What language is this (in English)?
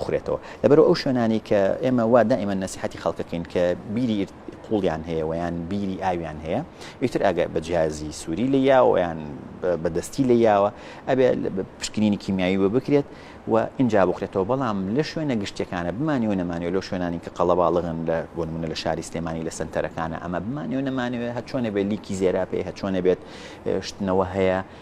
Central Kurdish